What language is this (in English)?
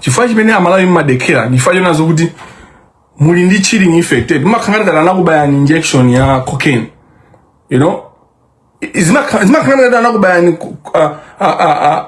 Nyanja